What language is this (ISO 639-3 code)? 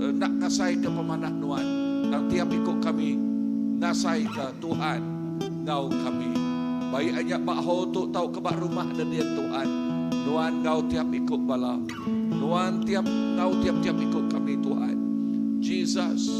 iba